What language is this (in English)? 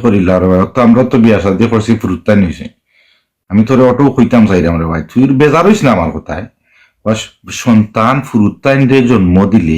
Sylheti